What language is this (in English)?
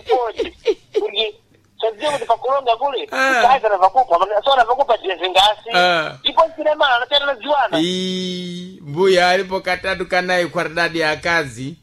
Sena